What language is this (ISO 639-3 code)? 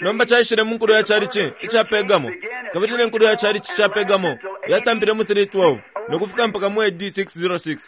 bem